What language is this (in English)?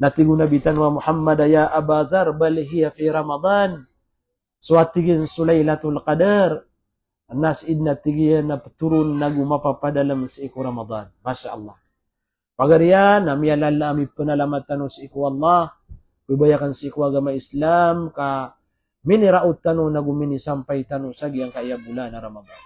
Maranao